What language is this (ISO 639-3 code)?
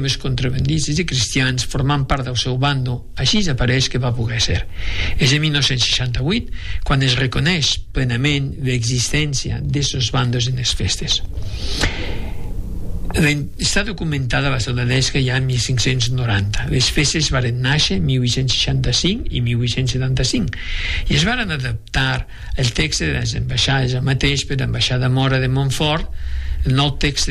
cat